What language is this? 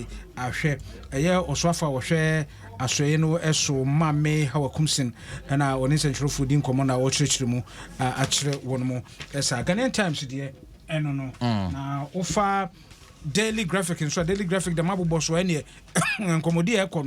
Akan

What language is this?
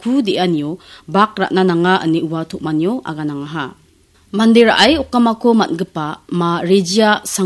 Garo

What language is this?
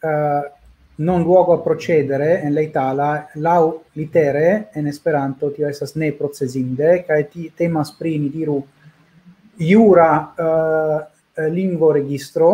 Esperanto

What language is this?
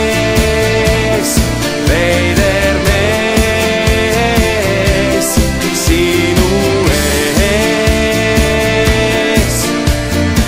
Estonian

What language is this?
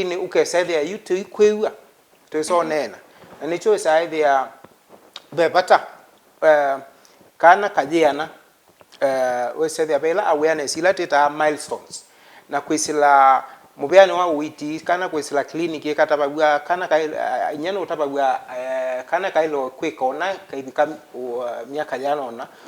Kamba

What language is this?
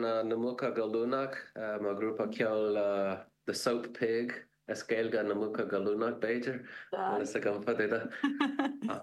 Irish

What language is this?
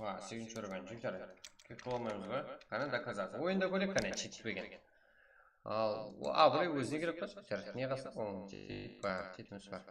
Kara-Kalpak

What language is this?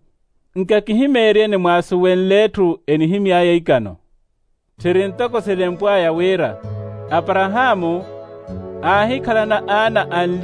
Makhuwa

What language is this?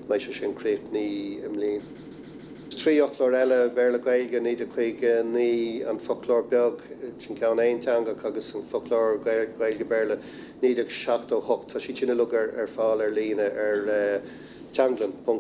Irish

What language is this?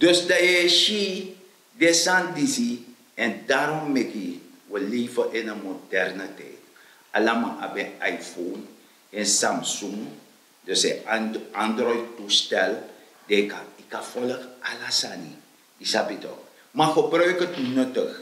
Sranan Tongo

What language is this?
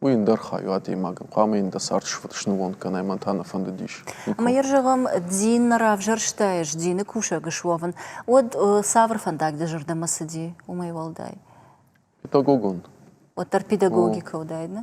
Ossetic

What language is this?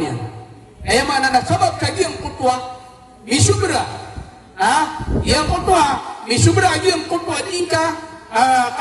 Maranao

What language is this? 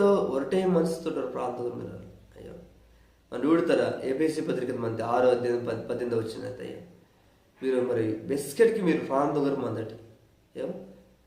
Koya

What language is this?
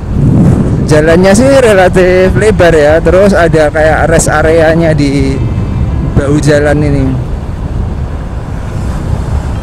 Indonesian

